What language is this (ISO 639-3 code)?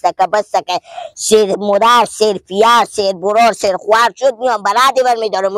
fas